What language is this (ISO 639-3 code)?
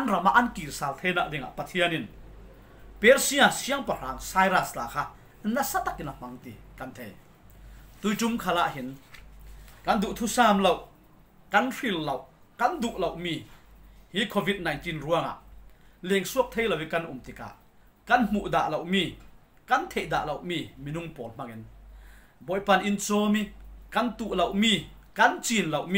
cfm